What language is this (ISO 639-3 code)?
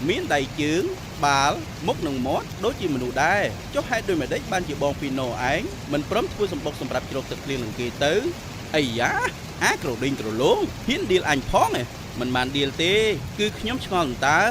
khm